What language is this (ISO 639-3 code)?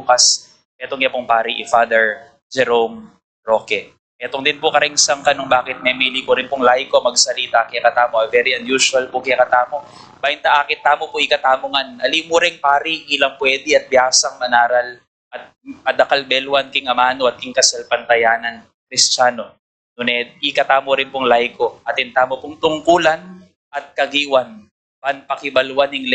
pam